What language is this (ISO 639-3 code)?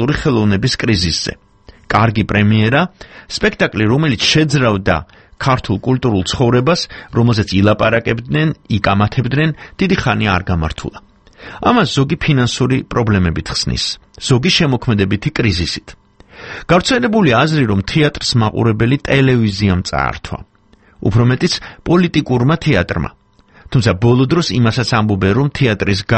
kat